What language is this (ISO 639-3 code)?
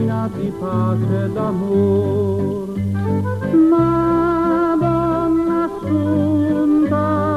ita